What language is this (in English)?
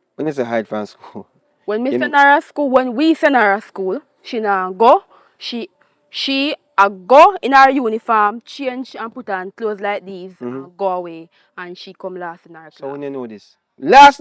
Jamaican Creole English